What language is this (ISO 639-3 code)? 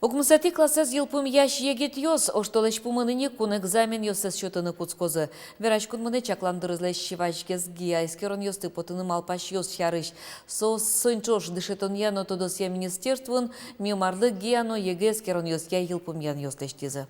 udm